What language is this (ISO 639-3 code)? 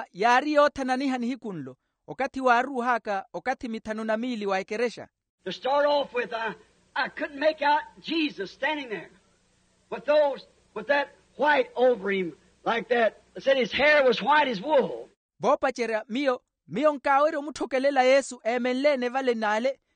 vmw